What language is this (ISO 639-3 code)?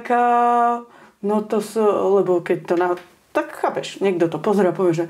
slk